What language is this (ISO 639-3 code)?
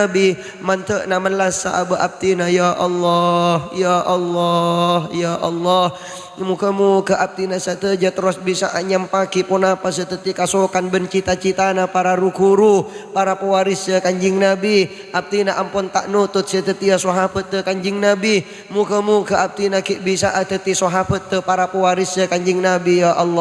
mad